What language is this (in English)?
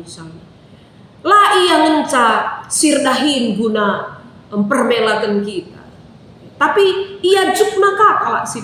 Batak Karo